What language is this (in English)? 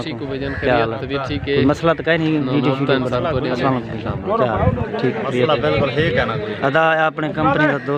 Saraiki